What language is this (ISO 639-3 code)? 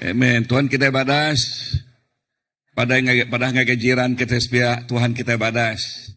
iba